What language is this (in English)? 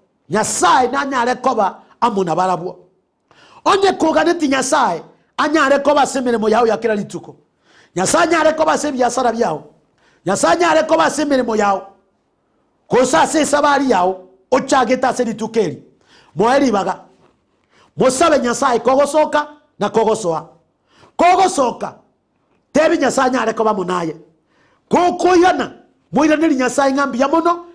Gusii